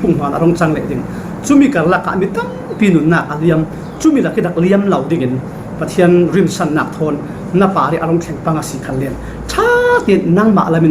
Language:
Falam Chin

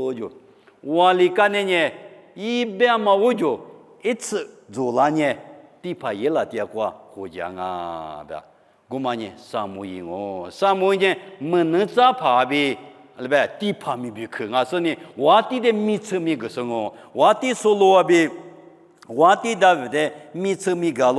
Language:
Lisu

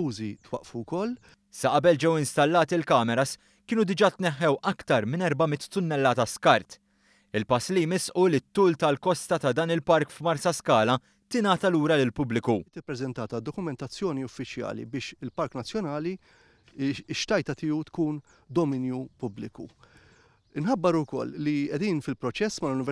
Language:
Maltese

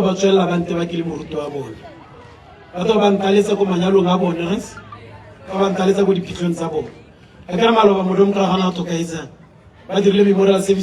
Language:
Tswana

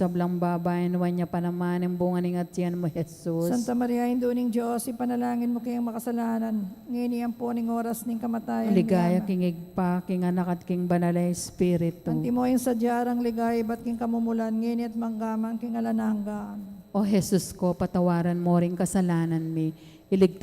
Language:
Pampanga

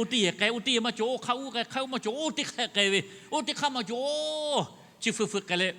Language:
Lahu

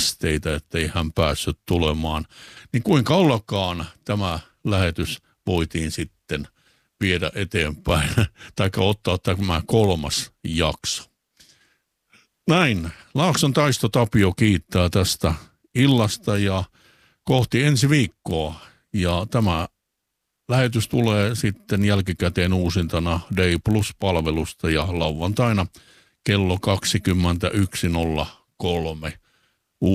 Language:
Finnish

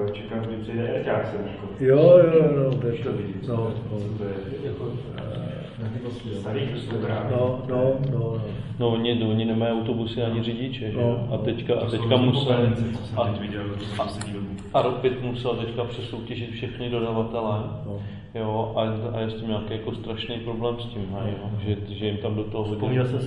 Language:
Czech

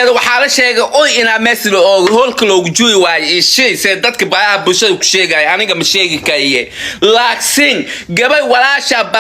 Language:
Somali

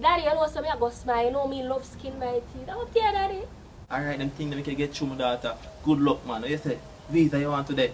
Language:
Jamaican Creole English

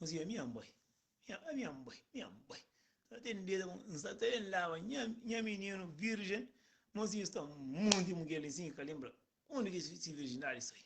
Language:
Kabuverdianu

